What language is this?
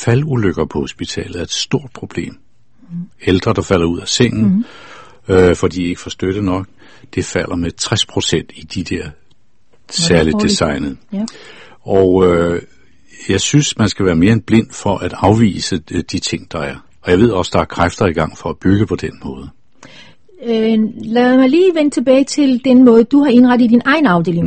Danish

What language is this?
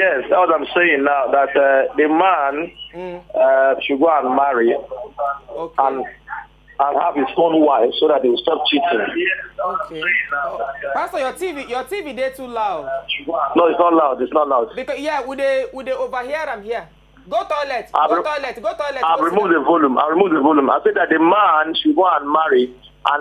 Nigerian Pidgin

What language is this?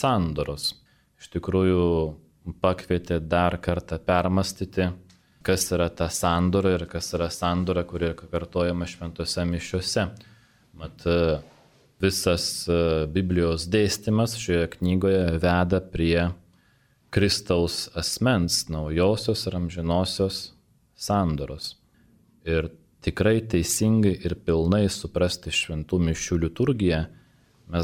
Lithuanian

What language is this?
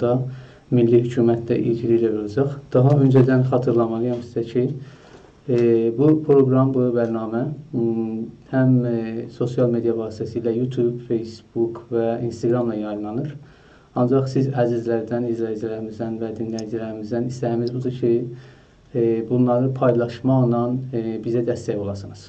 South Azerbaijani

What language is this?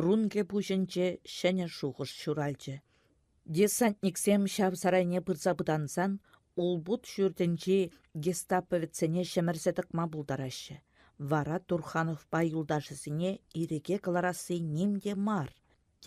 Chuvash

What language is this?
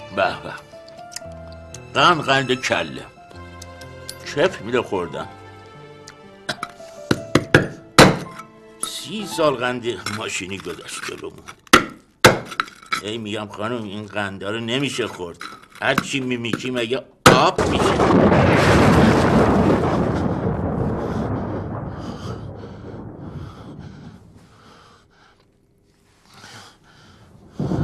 Persian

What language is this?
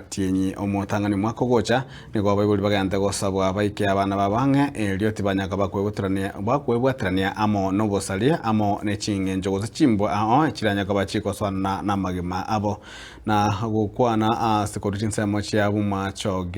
Gusii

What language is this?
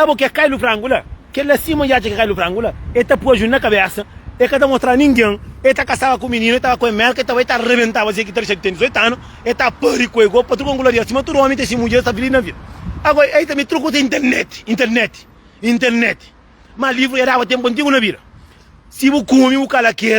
Kabuverdianu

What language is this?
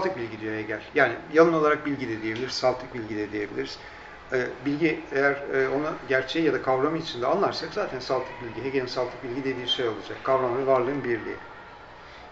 Turkish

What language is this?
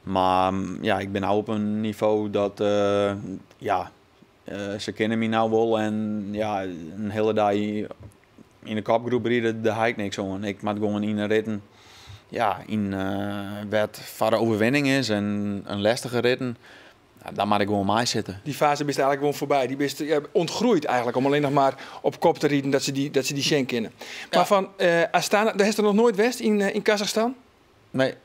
Western Frisian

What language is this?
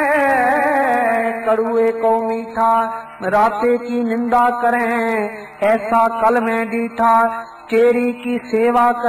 Punjabi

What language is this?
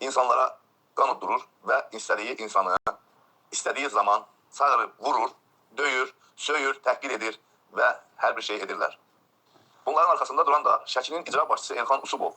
Azerbaijani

